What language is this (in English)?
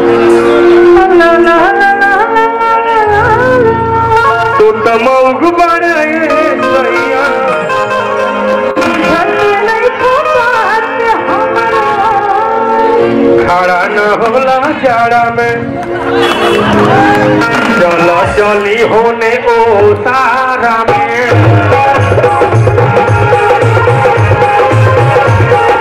Bhojpuri